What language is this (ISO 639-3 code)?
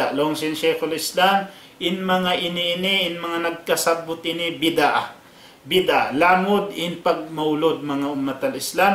tsg